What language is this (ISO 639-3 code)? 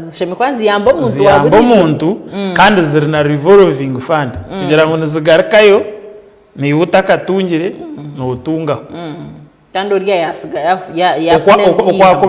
nyn